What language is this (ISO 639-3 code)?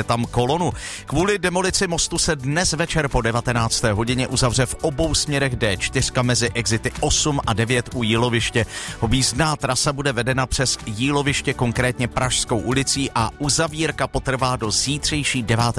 ces